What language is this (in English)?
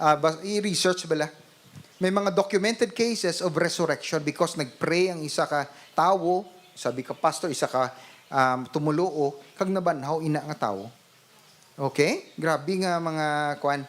Hiligaynon